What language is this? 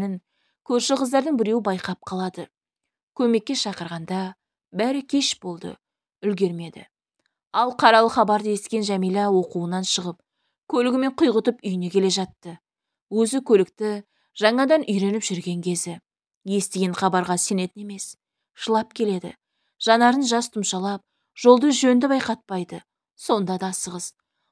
Kazakh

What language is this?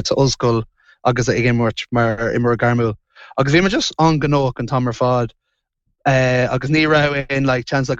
Irish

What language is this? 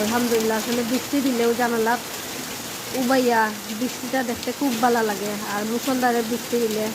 Sylheti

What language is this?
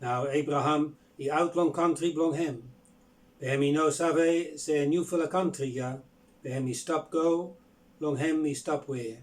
Bislama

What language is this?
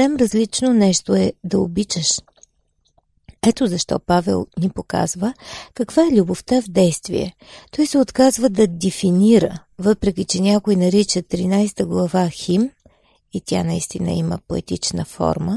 Bulgarian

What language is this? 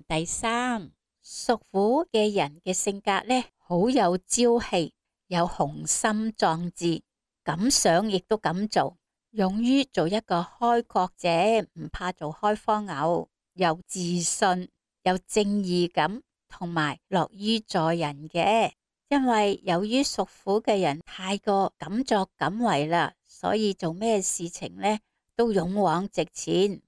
Cantonese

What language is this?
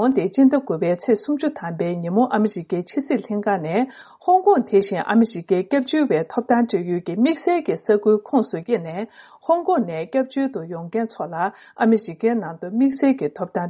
Tibetan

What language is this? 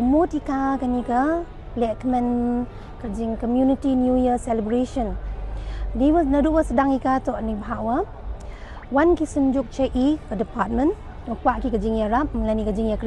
Pnar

